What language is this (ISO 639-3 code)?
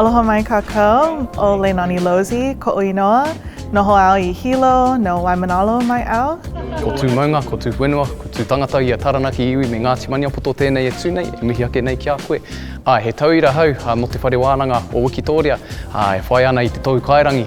mri